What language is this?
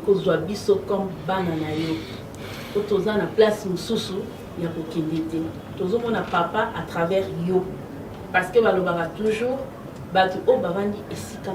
Lingala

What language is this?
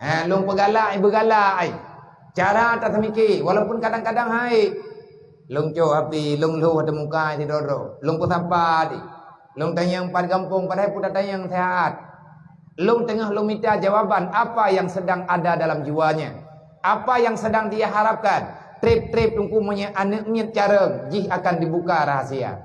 Achinese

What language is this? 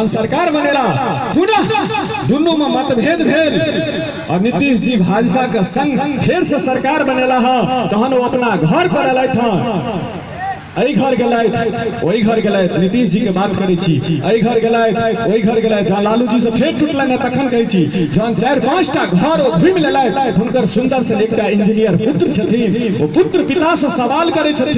Maithili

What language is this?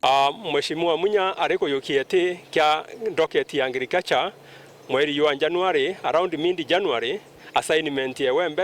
Meru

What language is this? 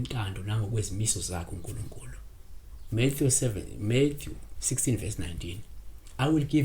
Zulu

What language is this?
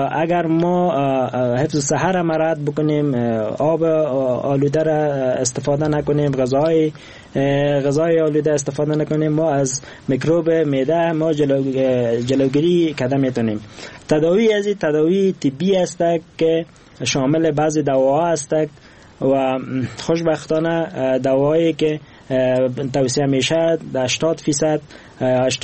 Persian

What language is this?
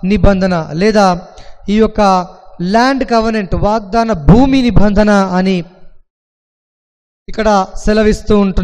Telugu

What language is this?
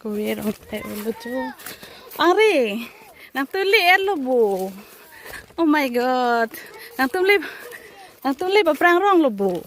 Karbi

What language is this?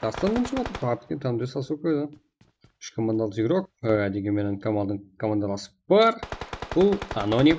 Kara-Kalpak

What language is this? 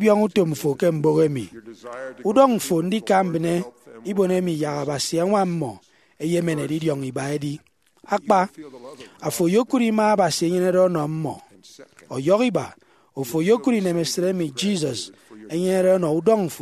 Efik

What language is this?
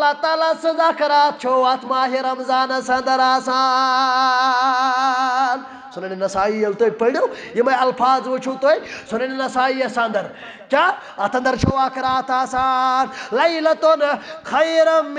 Kashmiri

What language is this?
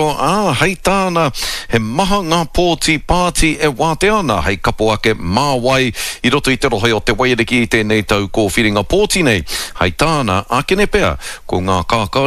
Māori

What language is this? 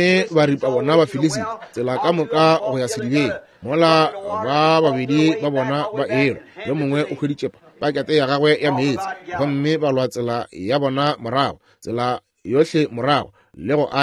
Northern Sotho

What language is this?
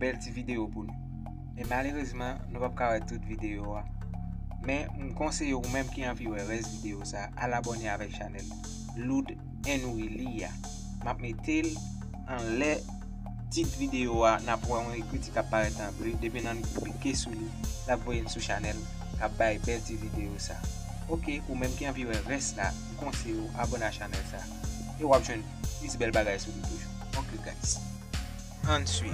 Haitian Creole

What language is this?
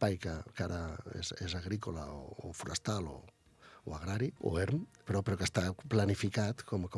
Catalan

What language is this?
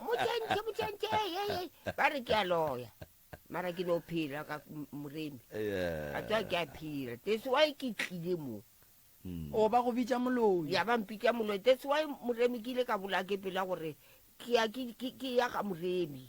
Northern Sotho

